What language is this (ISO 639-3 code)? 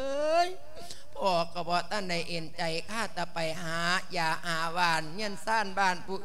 lao